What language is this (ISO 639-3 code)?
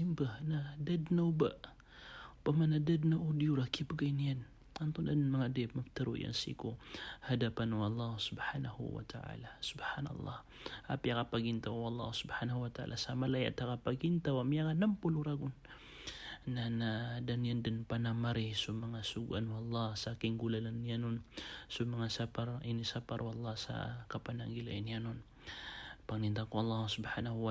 mrw